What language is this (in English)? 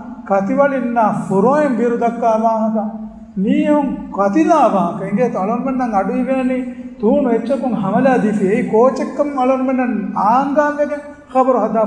Divehi